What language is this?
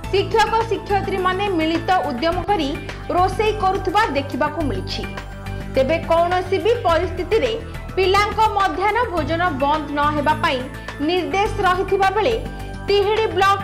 Odia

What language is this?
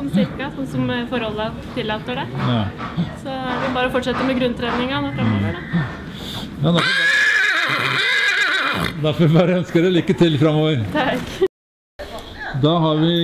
Norwegian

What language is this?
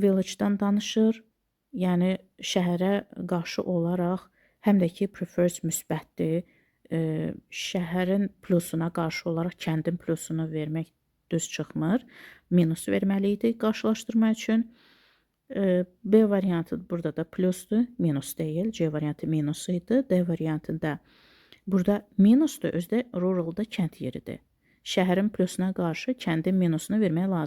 Azerbaijani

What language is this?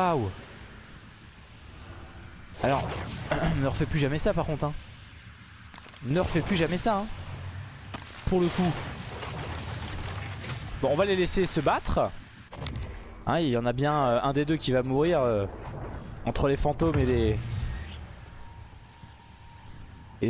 French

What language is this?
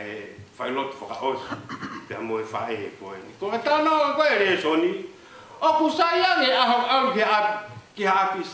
Tongan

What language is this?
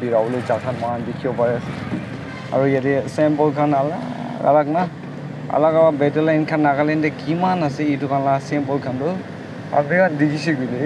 Naga Pidgin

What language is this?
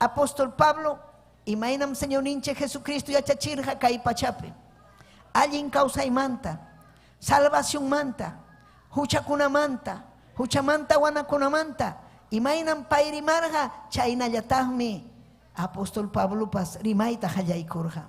Ayacucho Quechua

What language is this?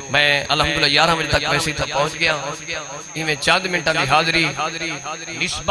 Saraiki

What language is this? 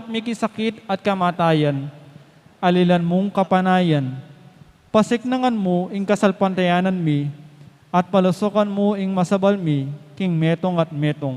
Pampanga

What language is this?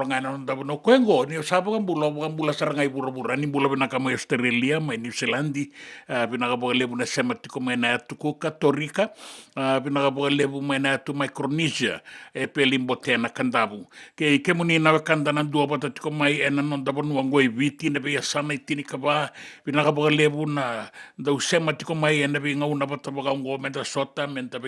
Fijian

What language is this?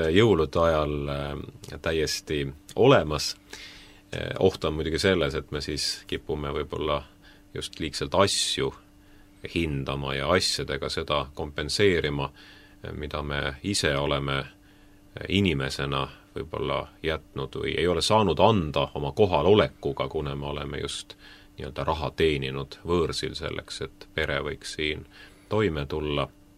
Estonian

